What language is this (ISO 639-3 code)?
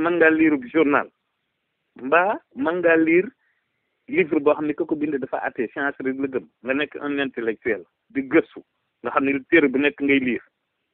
wol